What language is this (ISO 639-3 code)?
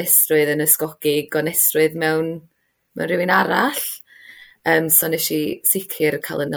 cym